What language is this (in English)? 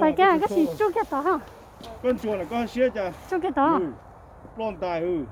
Hmong